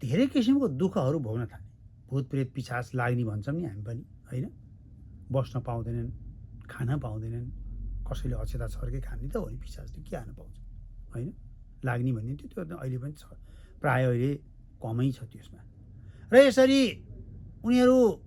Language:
Nepali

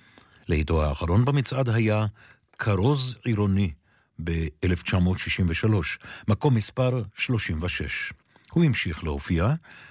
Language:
Hebrew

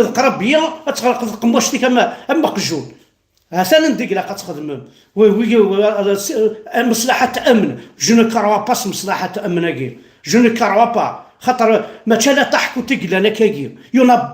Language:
Kabyle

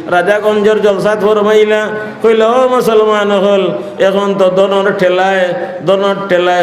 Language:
Sylheti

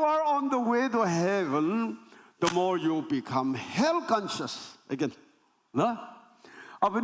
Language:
Naga Pidgin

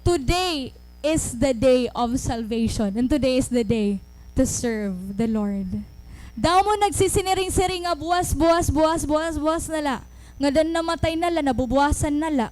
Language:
Waray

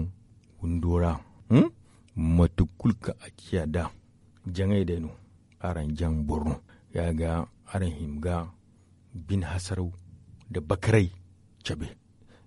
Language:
Zarma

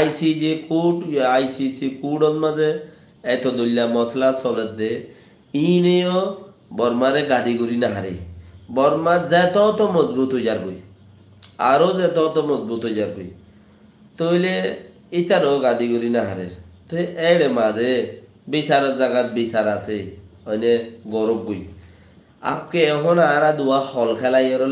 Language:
Rohingya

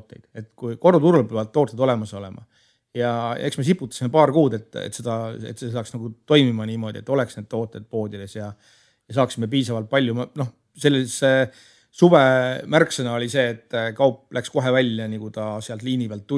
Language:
Estonian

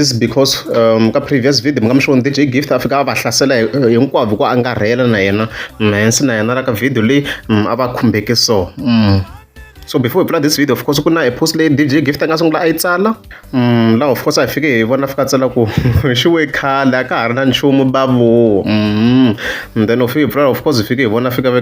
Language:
Tsonga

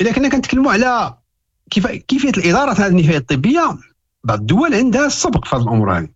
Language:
Moroccan Arabic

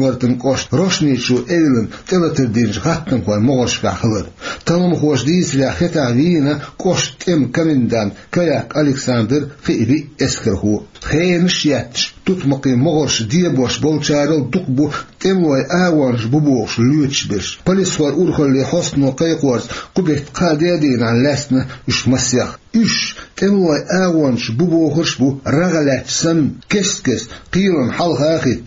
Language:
Chechen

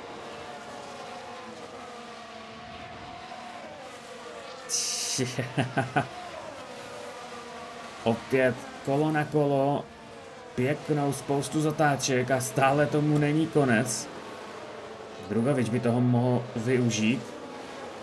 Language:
Czech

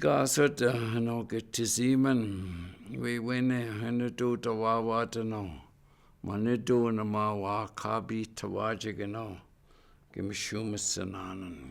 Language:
Chippewa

